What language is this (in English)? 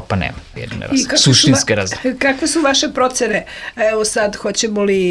Serbian